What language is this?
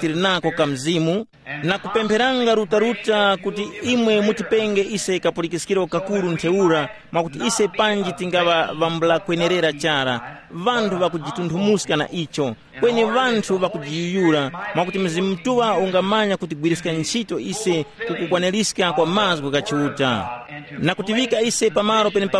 Tumbuka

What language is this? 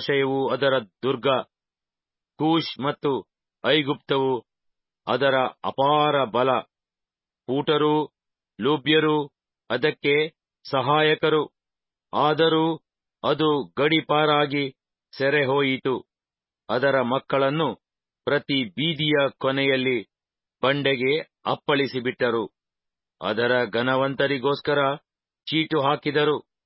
Kannada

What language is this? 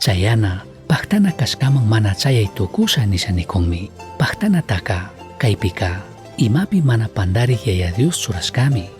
Chimborazo Highland Quichua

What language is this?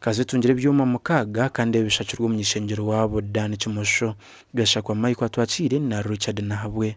Nyankole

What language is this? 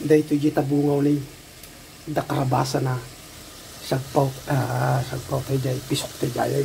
Iloko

